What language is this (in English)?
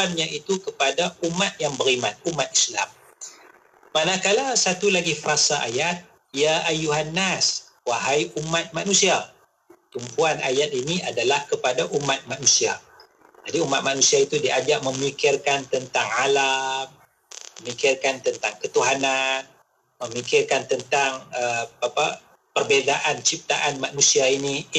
Malay